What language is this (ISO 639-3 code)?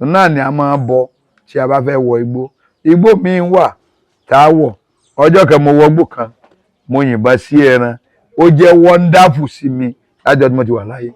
yor